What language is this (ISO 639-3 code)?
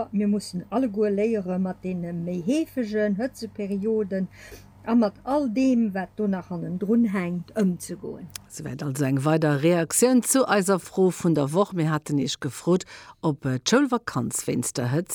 ltz